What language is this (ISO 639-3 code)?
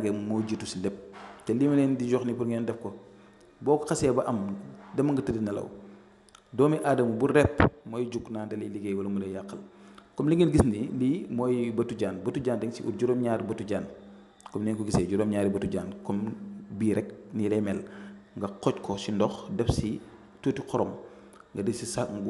wol